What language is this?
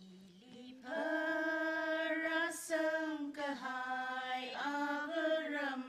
Tangkhul Naga (India)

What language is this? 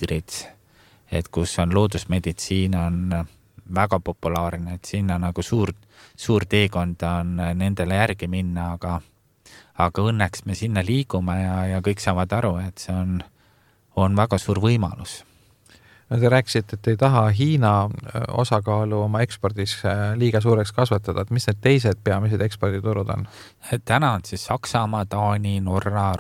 Estonian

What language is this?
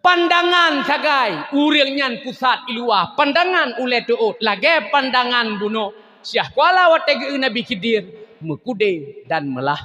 Achinese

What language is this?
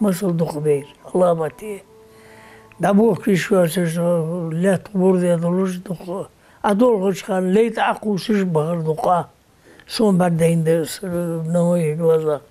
Ingush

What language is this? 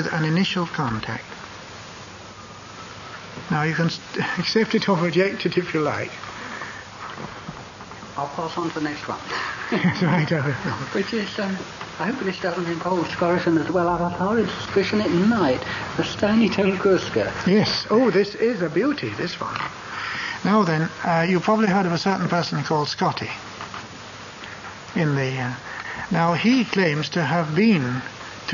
English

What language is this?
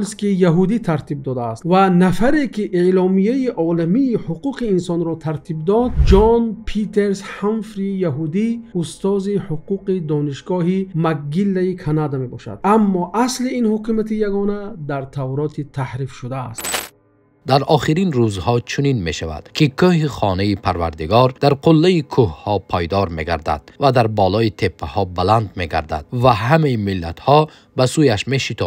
Tajik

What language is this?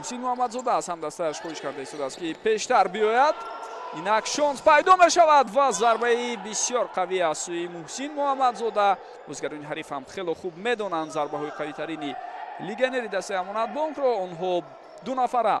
Tajik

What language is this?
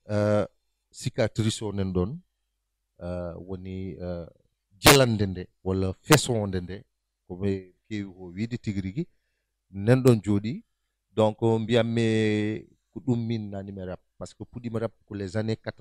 Fula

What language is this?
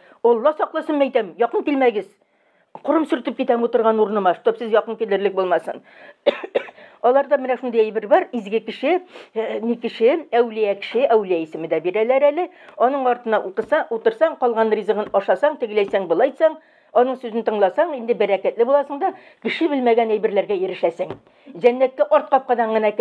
Tatar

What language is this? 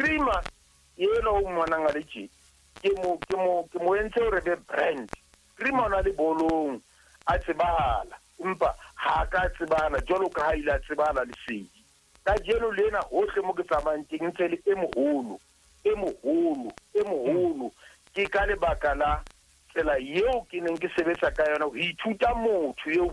Southern Sotho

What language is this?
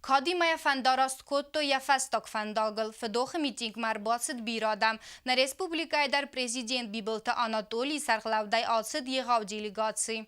Ossetic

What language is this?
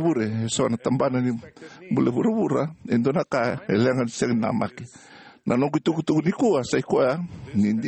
Fijian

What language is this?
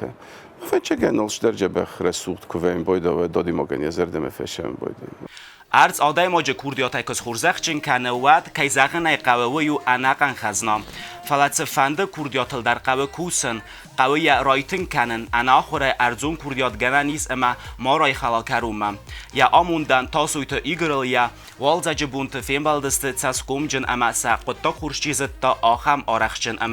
Ossetic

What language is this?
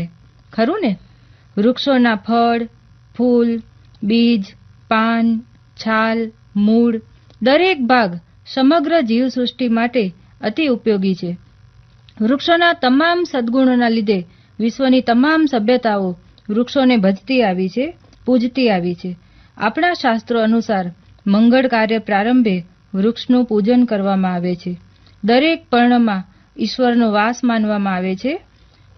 Gujarati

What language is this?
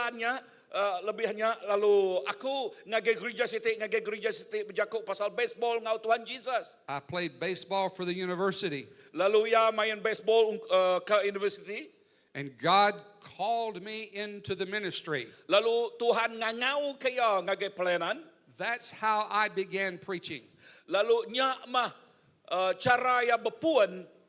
Iban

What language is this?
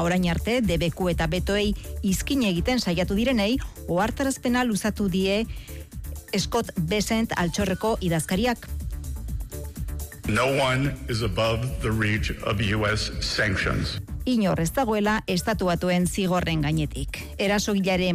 Basque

